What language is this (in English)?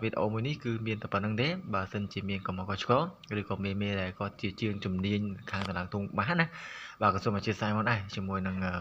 Khmer